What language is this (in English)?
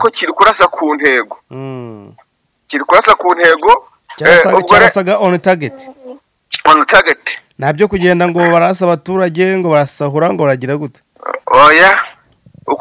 Kinyarwanda